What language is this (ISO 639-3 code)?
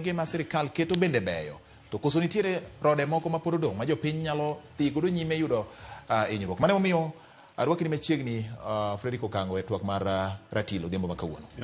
luo